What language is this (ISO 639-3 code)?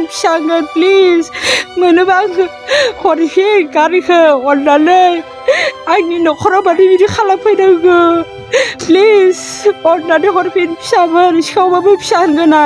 brx